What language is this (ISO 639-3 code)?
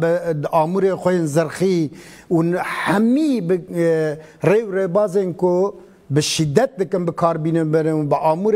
kur